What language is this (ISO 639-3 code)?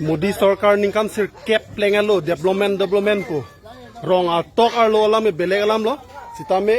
mjw